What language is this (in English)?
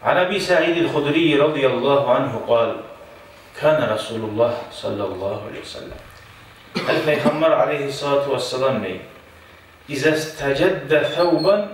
Kumyk